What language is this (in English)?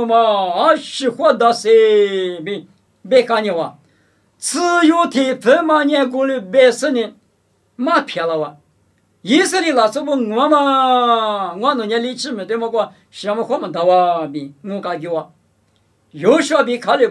Lisu